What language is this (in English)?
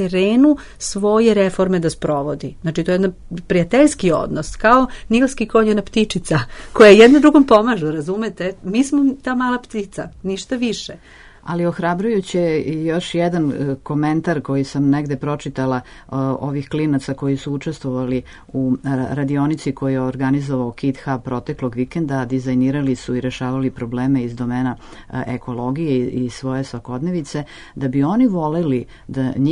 Serbian